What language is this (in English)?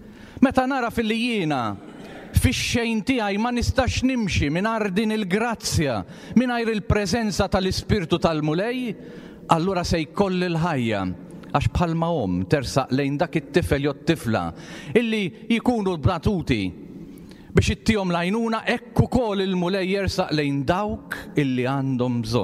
Maltese